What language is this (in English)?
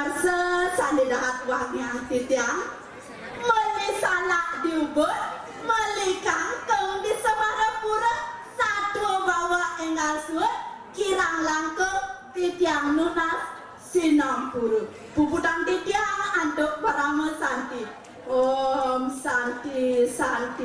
Balinese